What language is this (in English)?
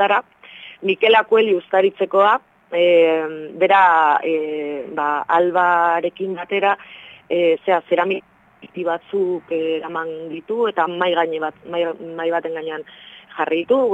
Basque